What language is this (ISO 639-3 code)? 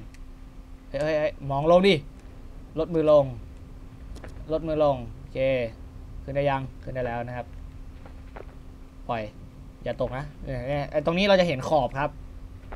tha